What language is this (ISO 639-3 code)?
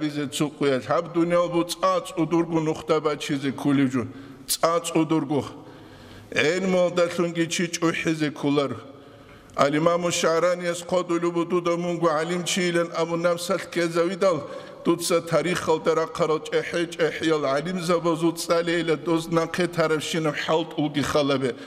ava